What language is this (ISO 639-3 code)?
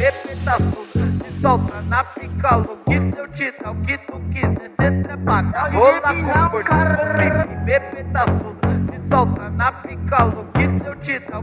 por